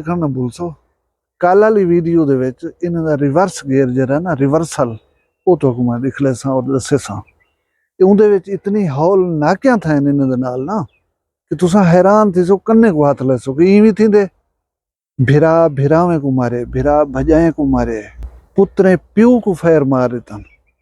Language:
Saraiki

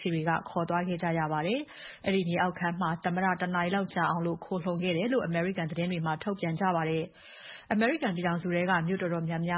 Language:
Burmese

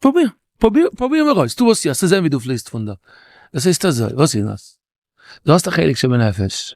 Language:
Yiddish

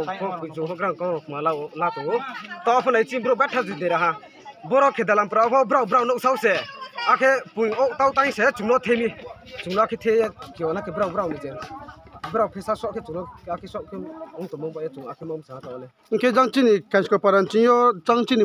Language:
Riang (India)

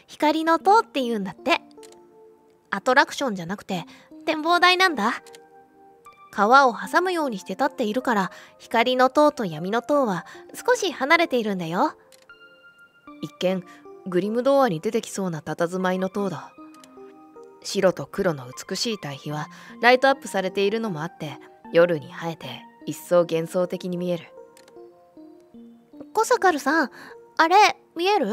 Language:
Japanese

